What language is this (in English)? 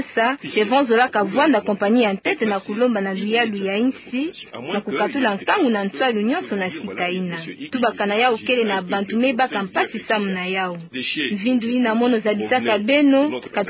Kituba (Democratic Republic of Congo)